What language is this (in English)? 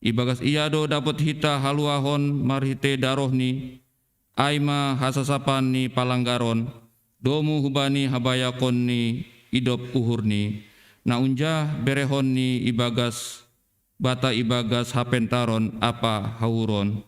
Batak Simalungun